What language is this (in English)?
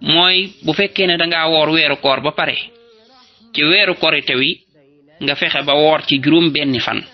Wolof